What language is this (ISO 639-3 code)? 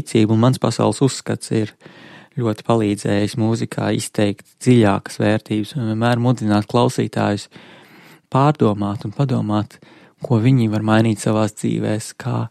lav